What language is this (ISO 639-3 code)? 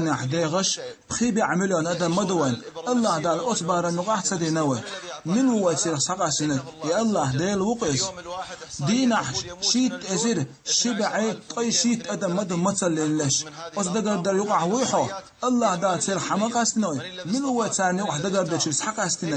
che